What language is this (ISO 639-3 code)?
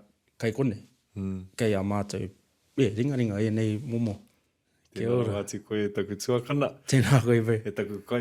mri